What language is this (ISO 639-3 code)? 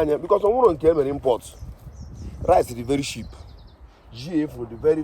ibo